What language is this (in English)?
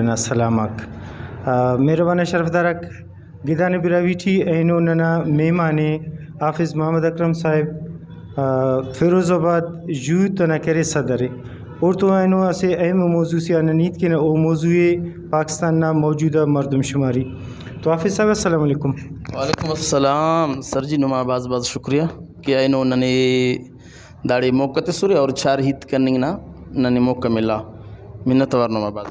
Brahui